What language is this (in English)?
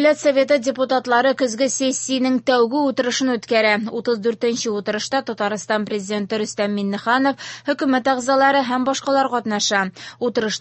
Tatar